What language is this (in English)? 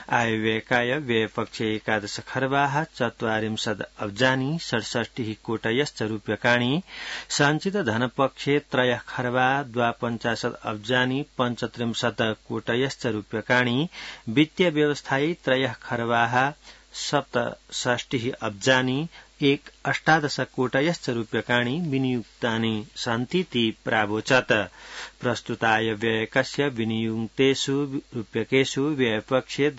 Sanskrit